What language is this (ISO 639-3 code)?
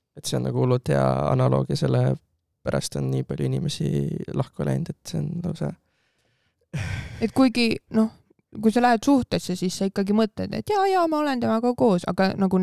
est